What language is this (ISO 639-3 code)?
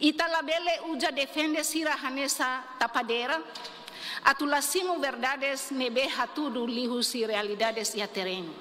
tet